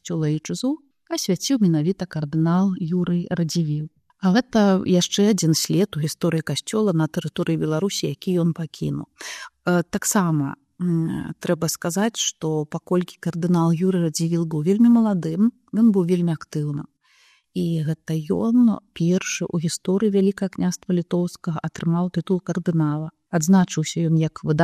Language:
Belarusian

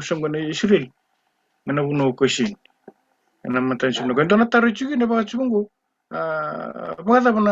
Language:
Fijian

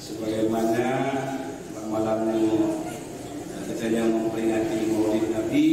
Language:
Achinese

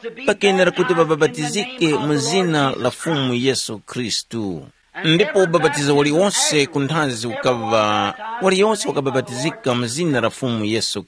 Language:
Tumbuka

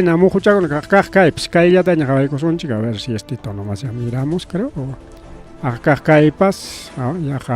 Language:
Ayacucho Quechua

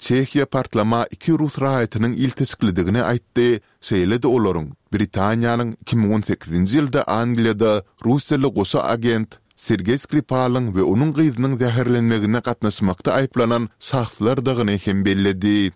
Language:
Turkmen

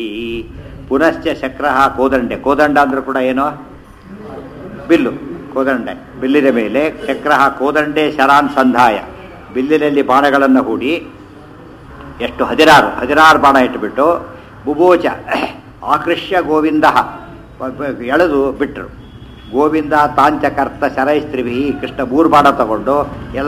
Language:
Kannada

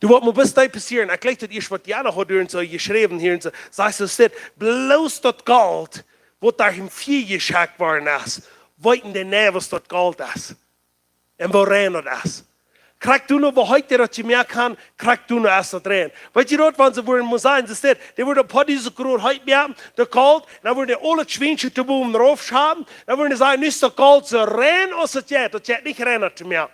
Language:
Plautdietsch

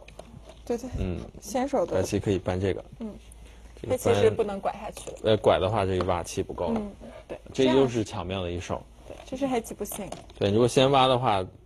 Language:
Chinese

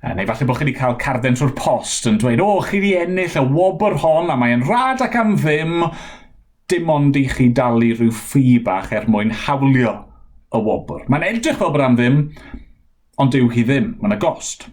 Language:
Welsh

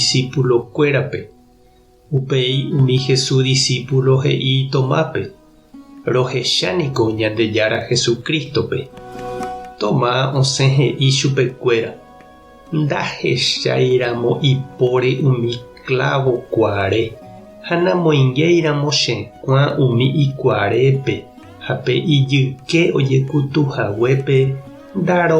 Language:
Guarani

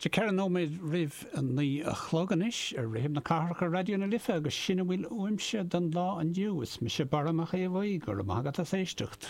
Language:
Irish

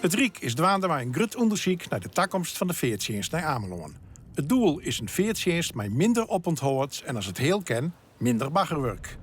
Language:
Western Frisian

